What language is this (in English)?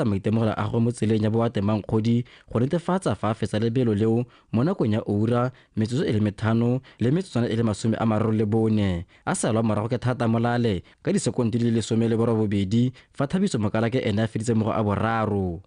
Tswana